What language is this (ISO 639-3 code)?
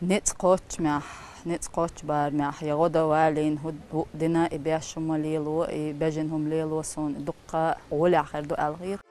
che